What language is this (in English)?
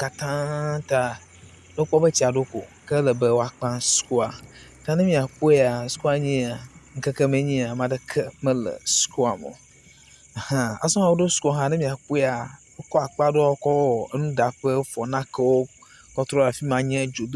Ewe